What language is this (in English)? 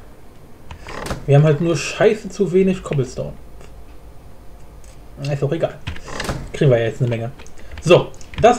German